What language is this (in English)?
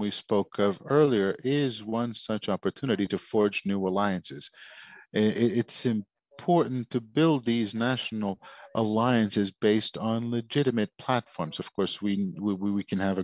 English